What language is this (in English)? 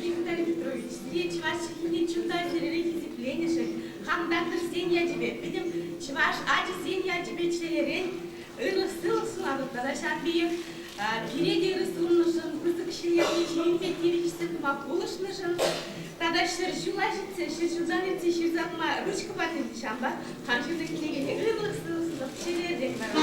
Chuvash